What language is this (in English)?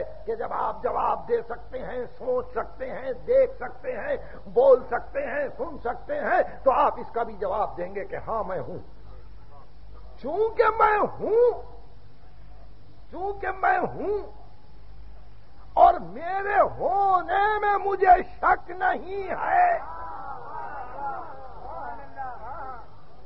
Urdu